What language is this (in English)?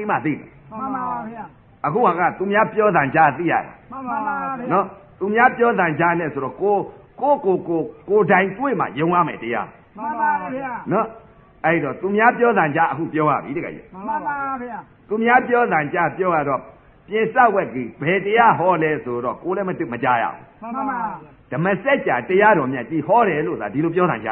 Burmese